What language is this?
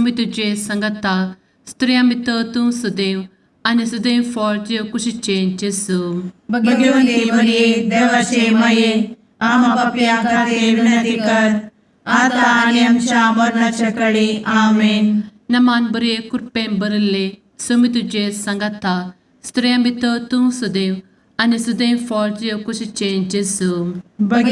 Konkani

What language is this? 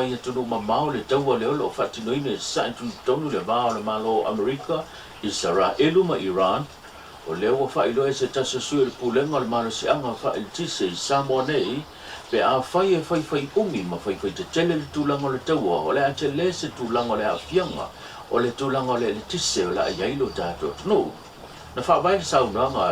Samoan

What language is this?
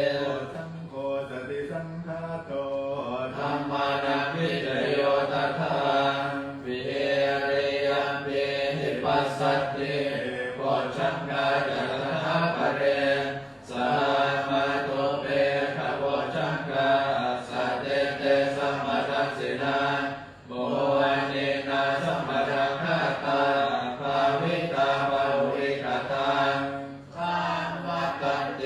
Pali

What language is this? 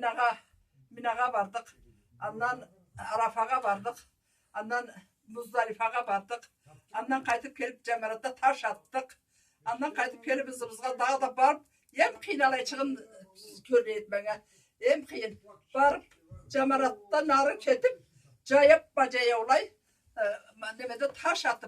Karachay-Balkar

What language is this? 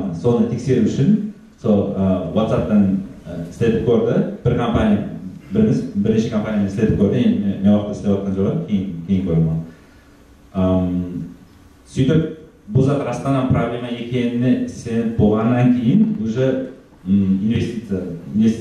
Kara-Kalpak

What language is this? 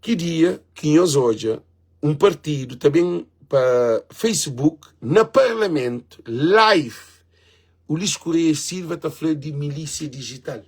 Kabuverdianu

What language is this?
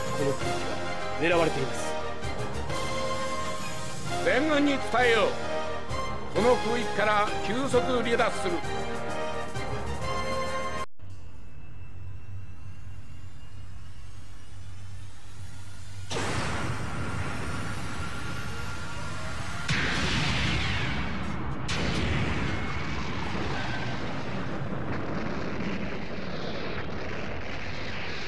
Japanese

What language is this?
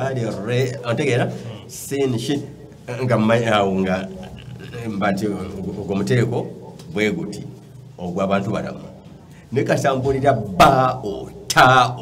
Ganda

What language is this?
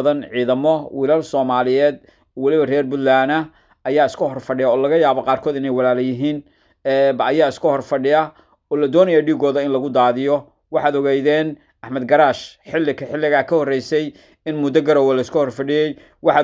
Somali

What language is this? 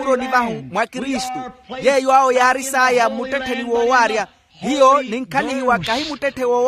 Makhuwa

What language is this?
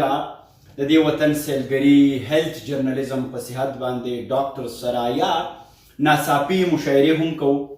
Pashto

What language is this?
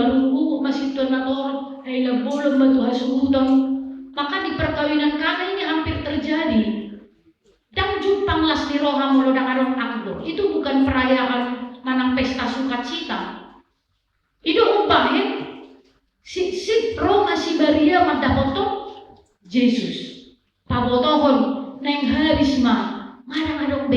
Batak Toba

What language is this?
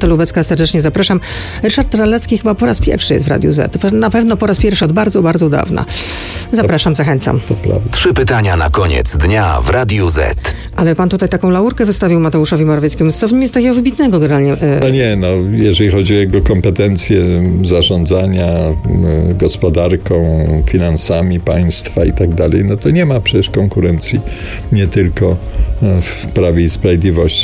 Polish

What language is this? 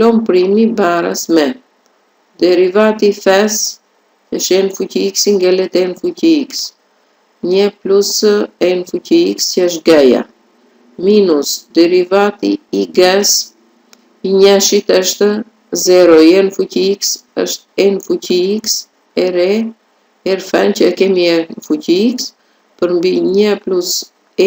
Albanian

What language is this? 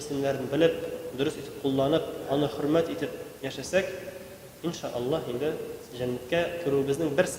Tatar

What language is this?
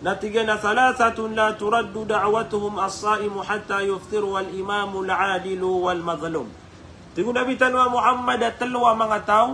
Maranao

